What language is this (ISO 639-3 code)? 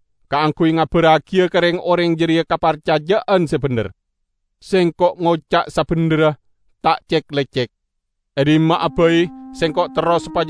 mad